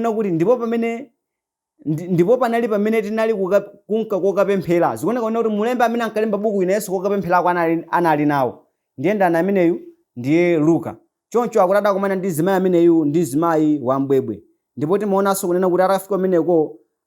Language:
Nyanja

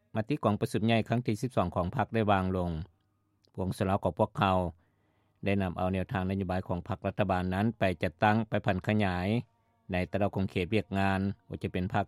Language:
Lao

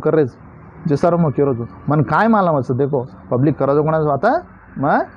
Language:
Lambadi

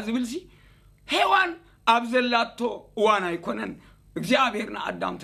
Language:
Tigrinya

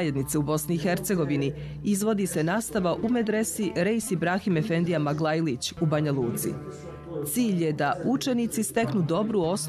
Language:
Bosnian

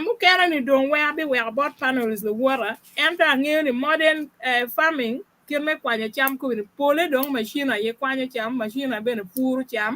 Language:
Acoli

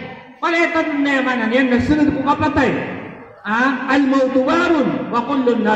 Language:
Maranao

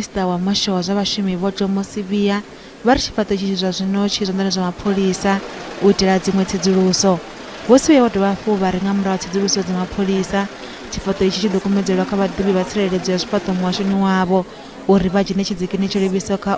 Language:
Venda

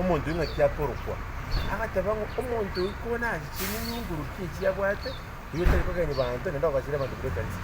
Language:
Gusii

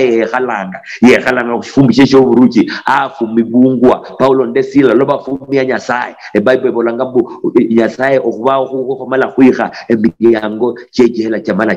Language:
Luyia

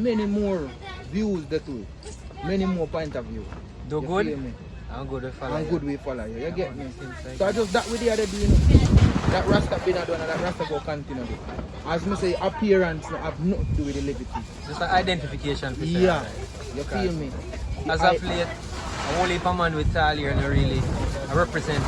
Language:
Jamaican Creole English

